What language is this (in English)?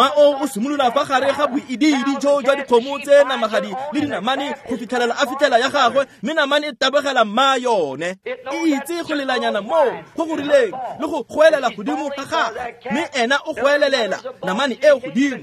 Tswana